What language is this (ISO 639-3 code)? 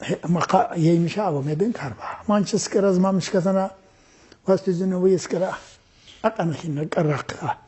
tkr